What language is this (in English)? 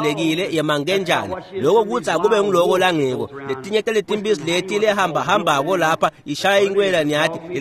Swati